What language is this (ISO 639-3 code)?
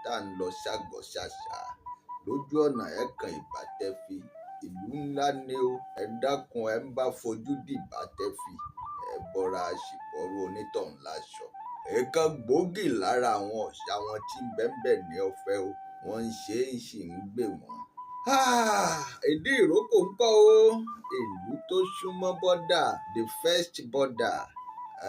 yor